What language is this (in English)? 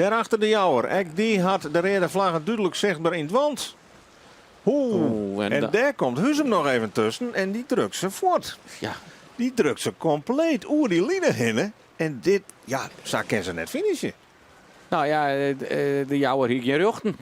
Western Frisian